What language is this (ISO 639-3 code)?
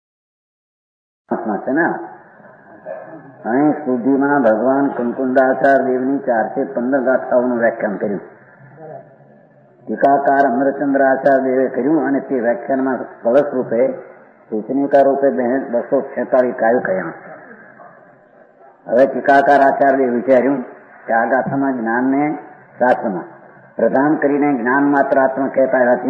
guj